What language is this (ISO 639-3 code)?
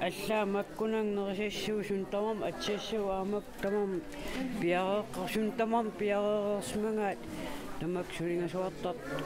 kal